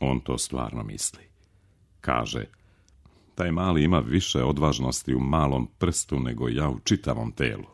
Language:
Serbian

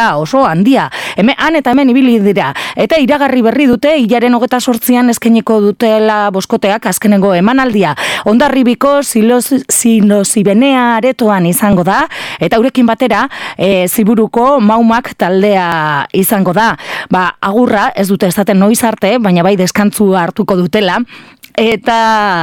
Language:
Basque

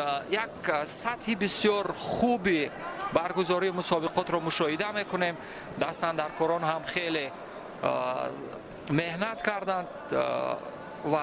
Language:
Tajik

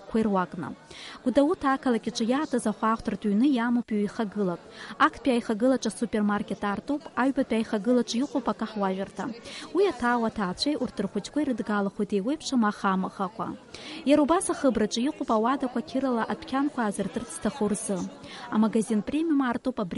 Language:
Abkhazian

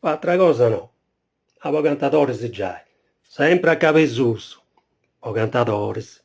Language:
Sardinian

